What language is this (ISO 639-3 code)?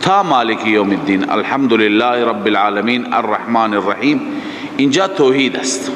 fas